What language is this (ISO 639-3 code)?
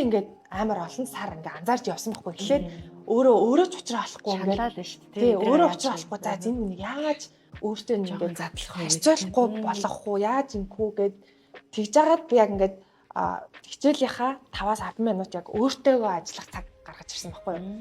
mon